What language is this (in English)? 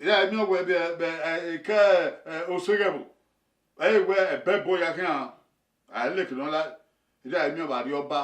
Bini